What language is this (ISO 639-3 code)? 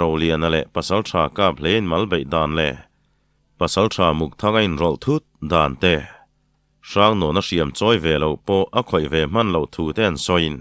lus